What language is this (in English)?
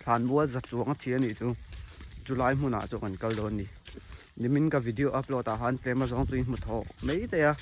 Mizo